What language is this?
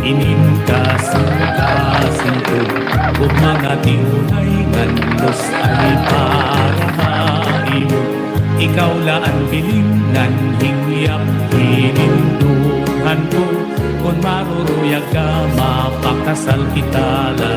Waray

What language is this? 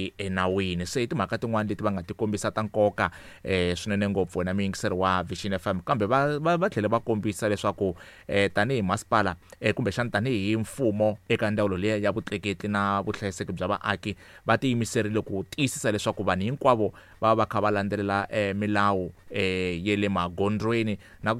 Tsonga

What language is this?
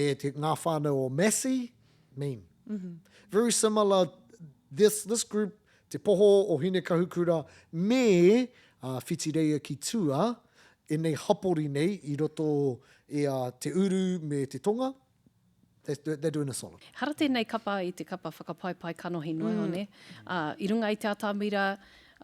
Māori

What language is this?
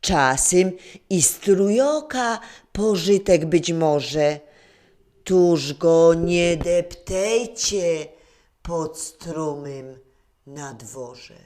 Silesian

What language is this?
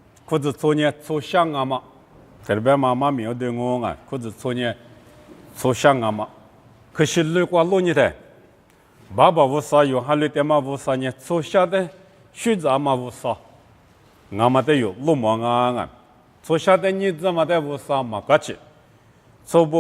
Lisu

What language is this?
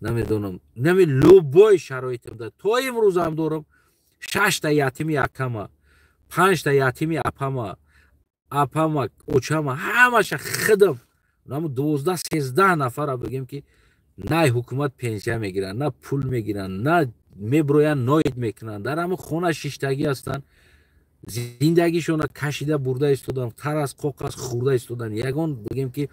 Tajik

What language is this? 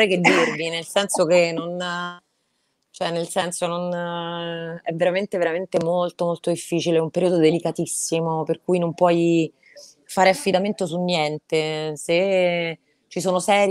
Italian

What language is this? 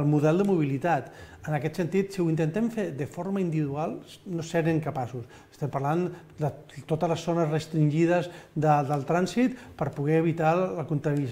Catalan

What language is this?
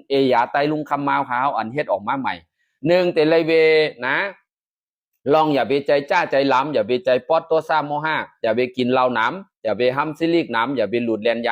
Shan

